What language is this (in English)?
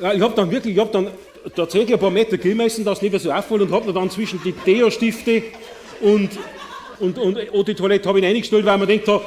Bavarian